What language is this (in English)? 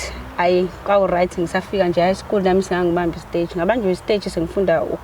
Zulu